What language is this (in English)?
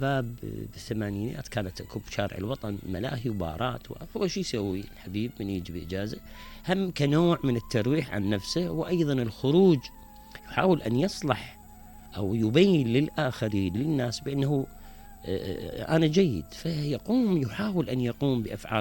Mesopotamian Arabic